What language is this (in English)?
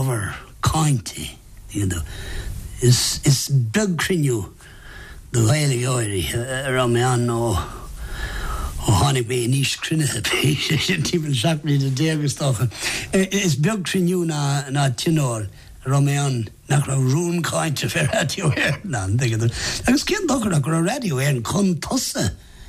Irish